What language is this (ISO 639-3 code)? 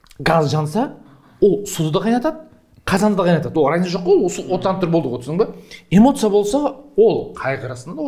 kaz